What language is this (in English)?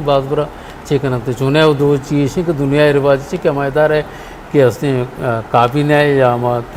Eastern Balochi